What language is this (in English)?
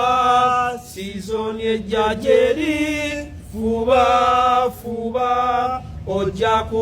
Ganda